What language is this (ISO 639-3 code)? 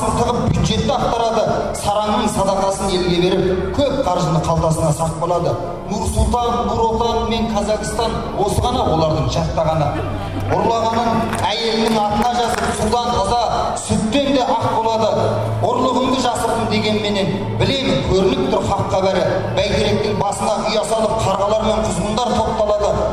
kaz